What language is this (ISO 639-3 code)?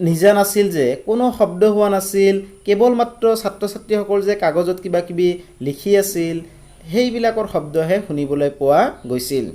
asm